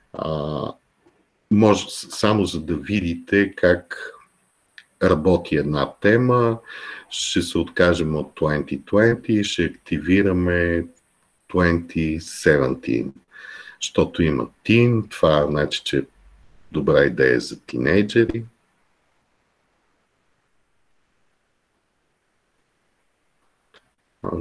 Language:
Bulgarian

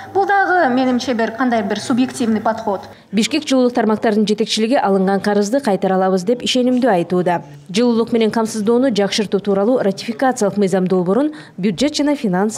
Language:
Kyrgyz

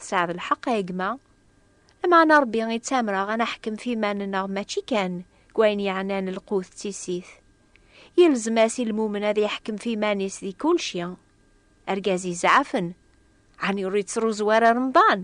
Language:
Kabyle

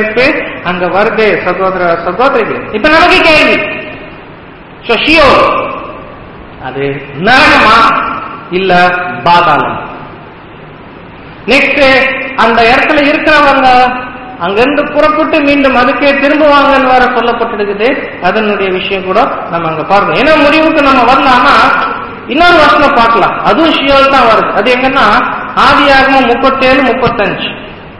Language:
Tamil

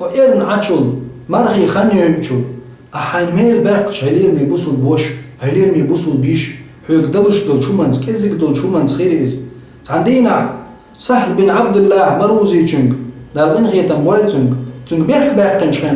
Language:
Chechen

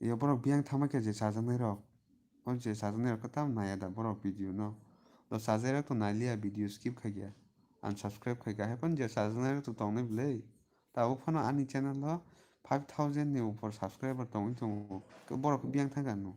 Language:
Kok Borok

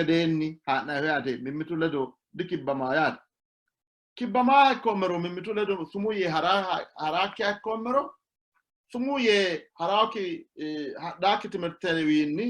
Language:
Sidamo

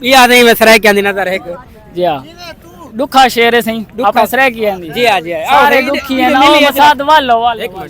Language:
Saraiki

